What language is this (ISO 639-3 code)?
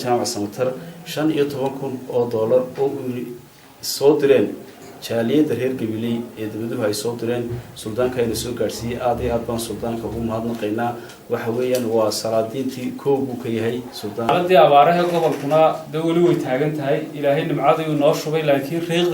som